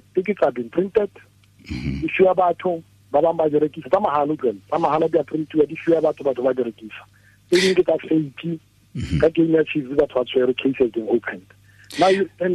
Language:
Tswana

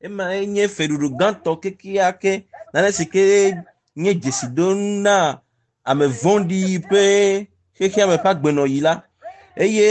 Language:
Ewe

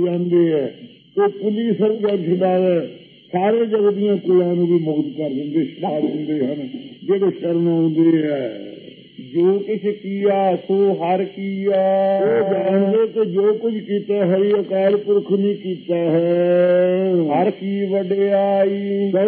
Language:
Punjabi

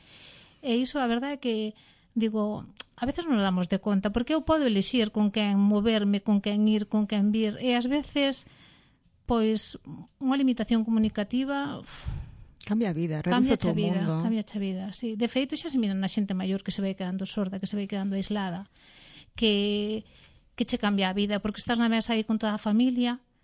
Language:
Galician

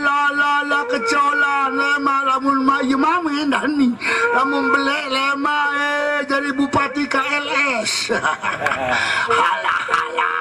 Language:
Sasak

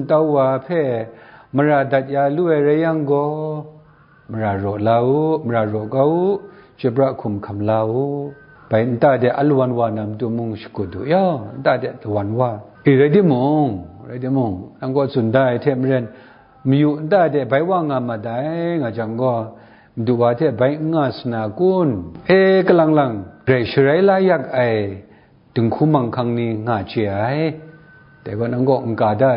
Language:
Kachin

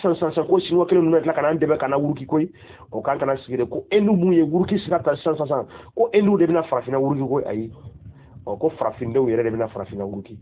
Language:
Bambara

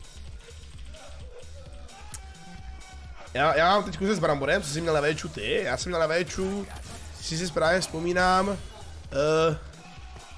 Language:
Czech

